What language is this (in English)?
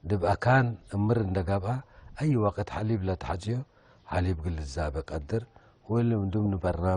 Tigre